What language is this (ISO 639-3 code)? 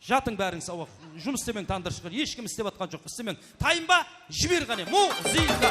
kaa